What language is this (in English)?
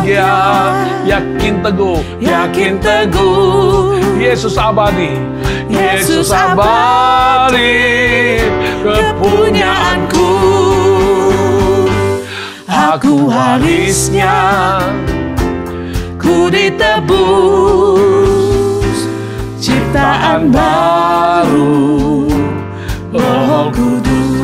Indonesian